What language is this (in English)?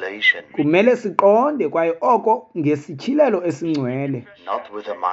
Xhosa